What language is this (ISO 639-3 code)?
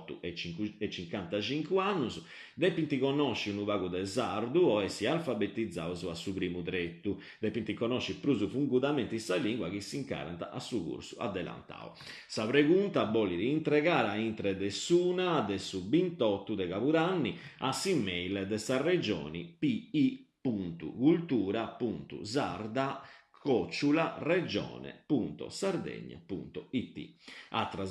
srd